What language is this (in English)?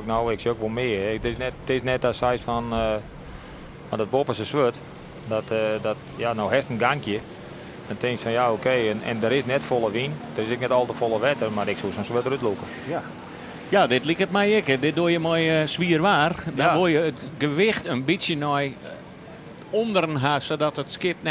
Western Frisian